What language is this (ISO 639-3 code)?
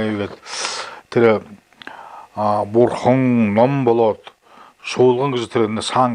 bua